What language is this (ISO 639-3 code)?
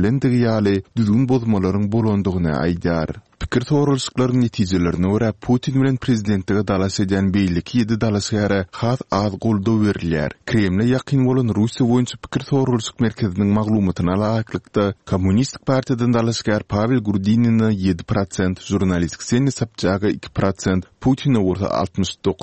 tuk